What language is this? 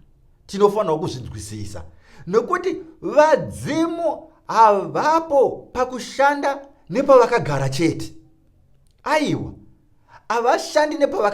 Shona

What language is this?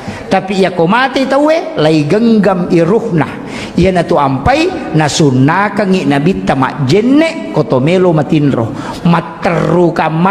Buginese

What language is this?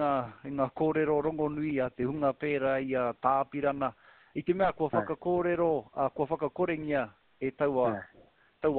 Māori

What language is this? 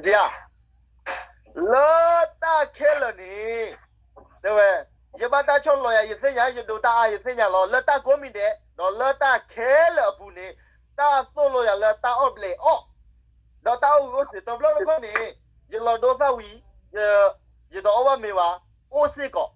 S'gaw Karen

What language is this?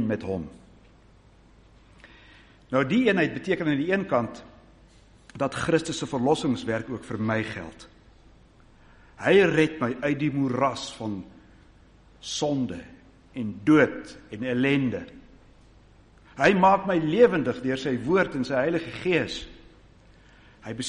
Afrikaans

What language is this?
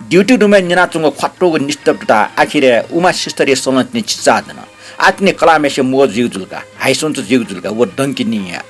Newari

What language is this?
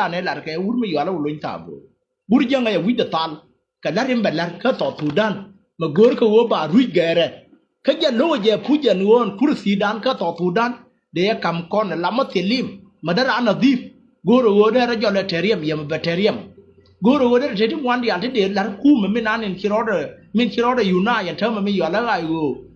Nuer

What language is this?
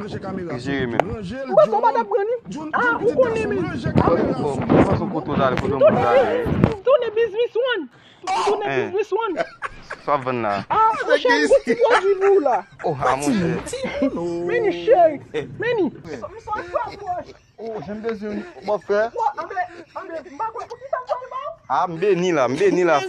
Haitian Creole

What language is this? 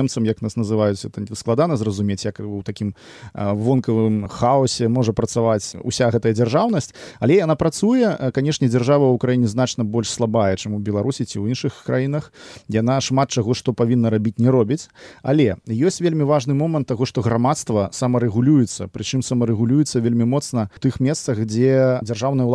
Belarusian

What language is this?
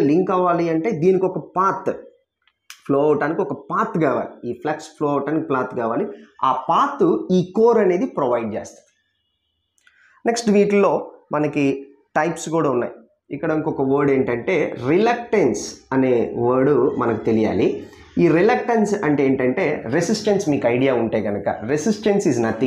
Telugu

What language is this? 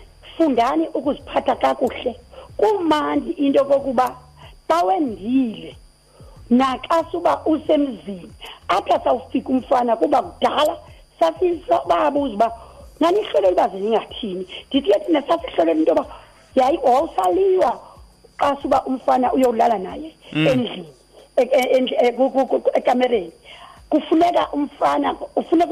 Xhosa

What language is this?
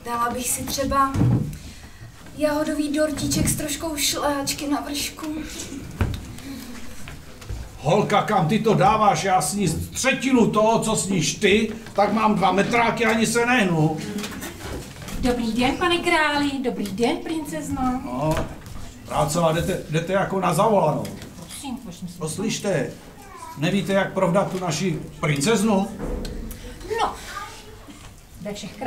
Czech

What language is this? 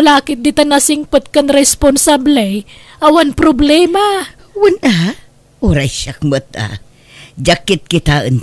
Iloko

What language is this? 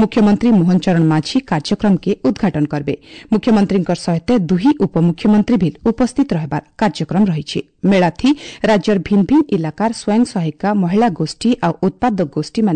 Odia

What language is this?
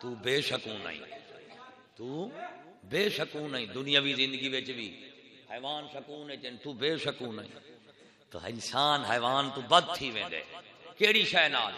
Saraiki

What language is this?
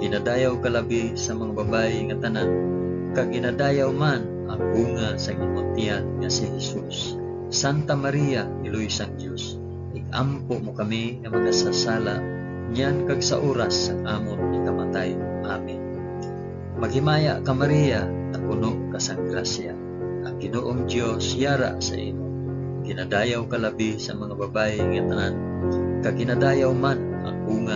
Hiligaynon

